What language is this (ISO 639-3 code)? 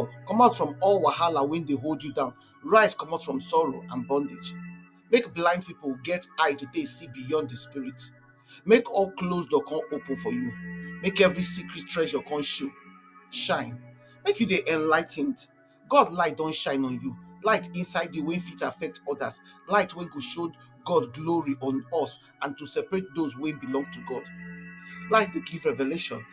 pcm